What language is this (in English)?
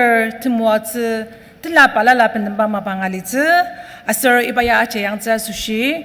Ao Naga